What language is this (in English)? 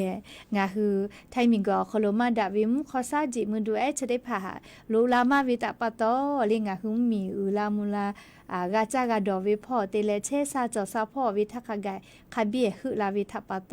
Lahu